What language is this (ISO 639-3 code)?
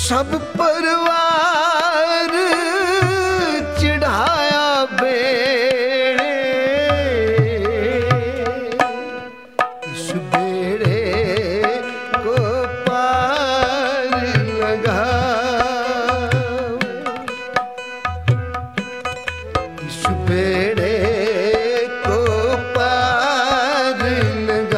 hin